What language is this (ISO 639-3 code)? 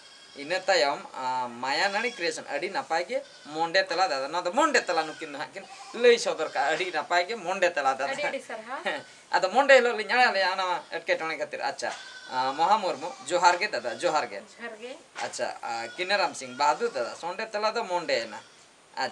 sat